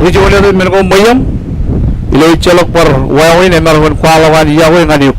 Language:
Marshallese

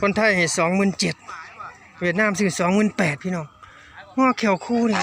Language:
Northeastern Thai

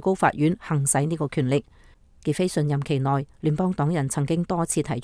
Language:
Cantonese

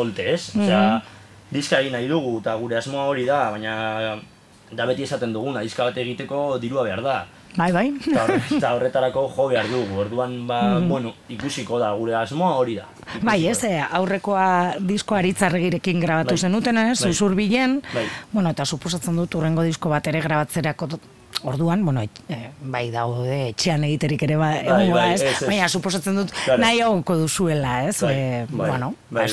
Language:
Basque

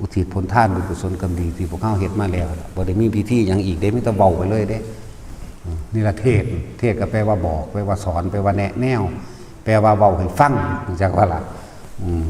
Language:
Northeastern Thai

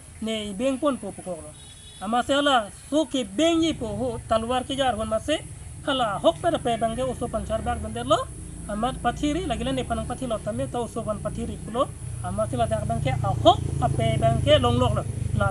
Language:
Karbi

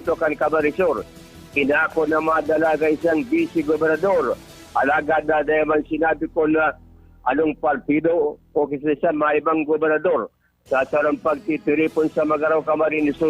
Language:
Bikol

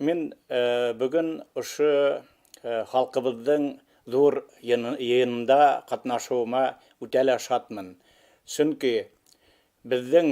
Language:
Bashkir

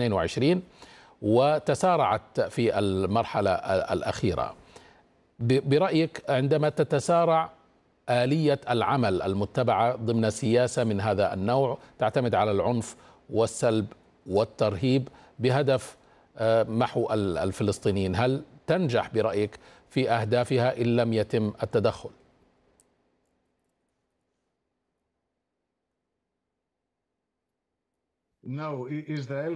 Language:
Arabic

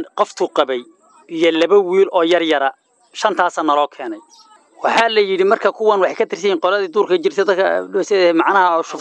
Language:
Somali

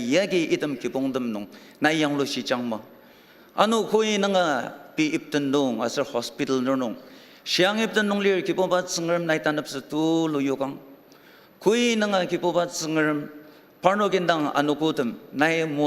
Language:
Ao Naga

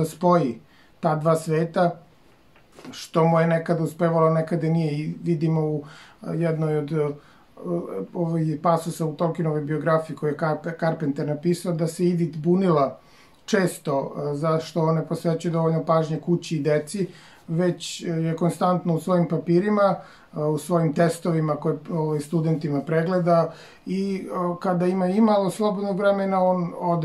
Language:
Serbian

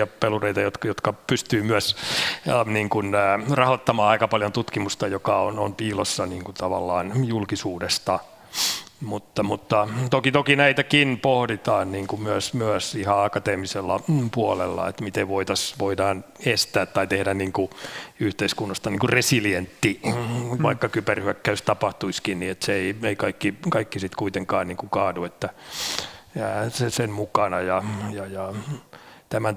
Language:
Finnish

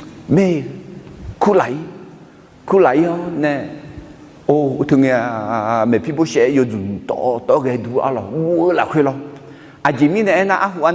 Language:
Akha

